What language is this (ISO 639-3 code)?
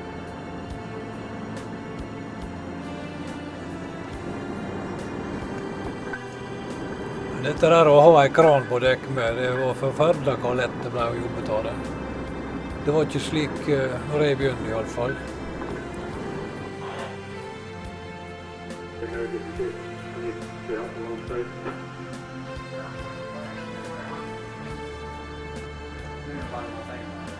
nor